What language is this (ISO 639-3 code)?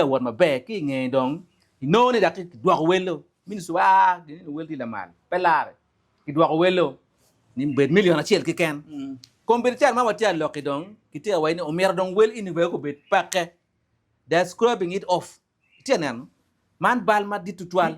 ach